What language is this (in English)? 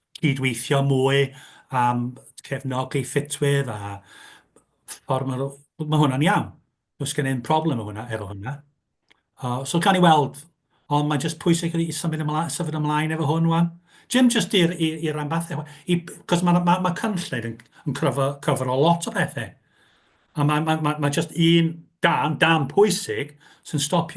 Welsh